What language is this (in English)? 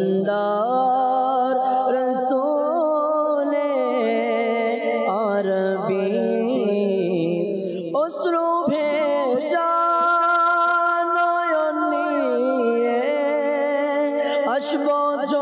Bangla